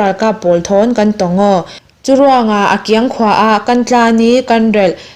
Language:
Falam Chin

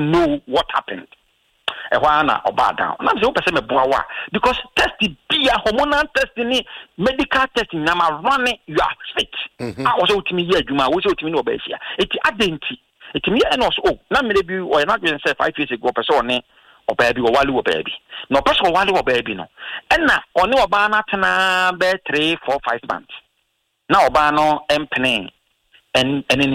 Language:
Akan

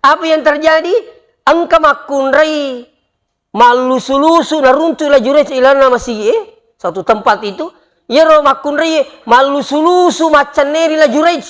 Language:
Buginese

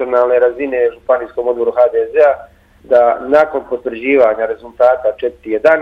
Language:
Bosnian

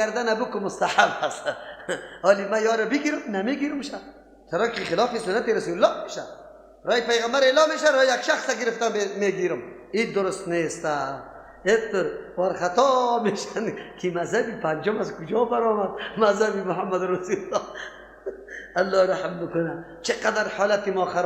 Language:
Persian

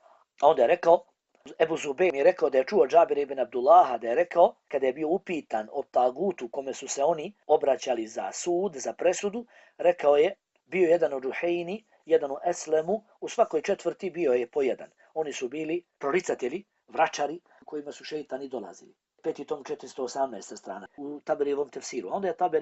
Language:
Bosnian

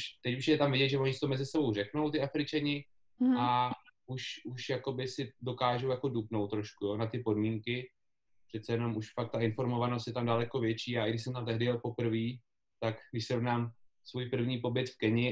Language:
Czech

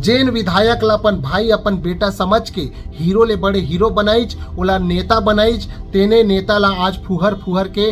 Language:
Chhattisgarhi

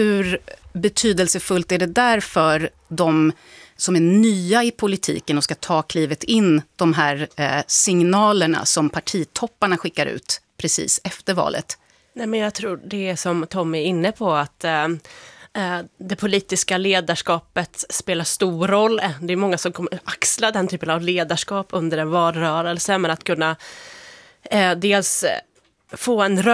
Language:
Swedish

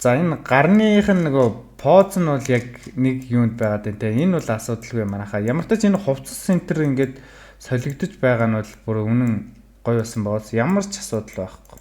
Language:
Mongolian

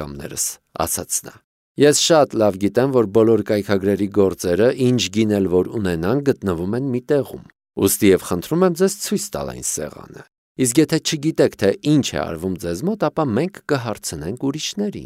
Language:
Armenian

